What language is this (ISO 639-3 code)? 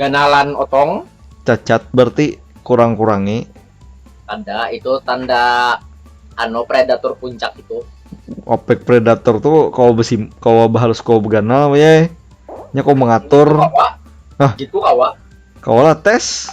bjn